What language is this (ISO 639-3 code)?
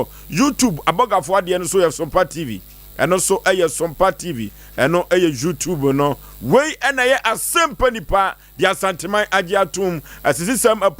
aka